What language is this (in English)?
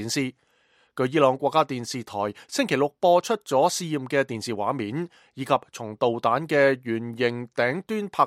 Cantonese